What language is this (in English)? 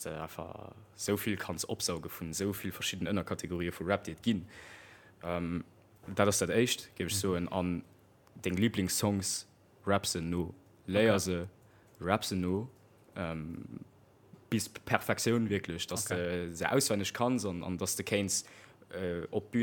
Luxembourgish